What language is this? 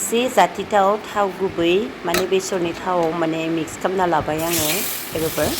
Bodo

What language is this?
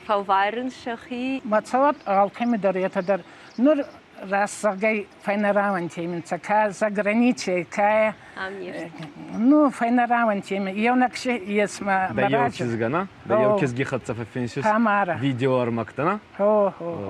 Ossetic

